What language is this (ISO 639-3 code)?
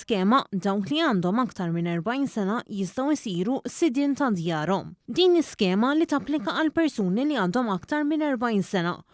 mlt